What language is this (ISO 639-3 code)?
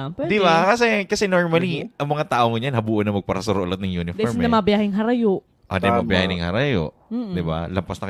bik